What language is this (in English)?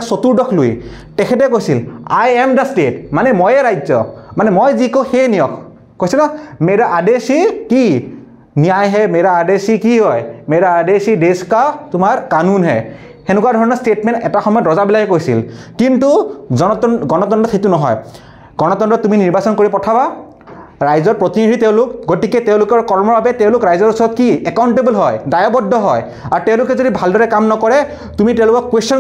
Assamese